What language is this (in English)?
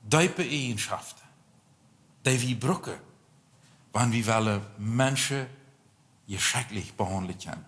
Plautdietsch